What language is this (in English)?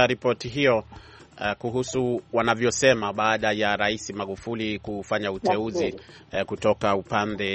Swahili